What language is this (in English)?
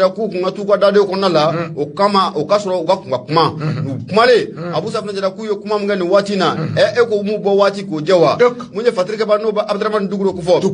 Bambara